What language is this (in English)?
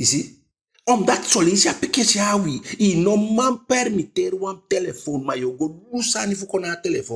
Eastern Maroon Creole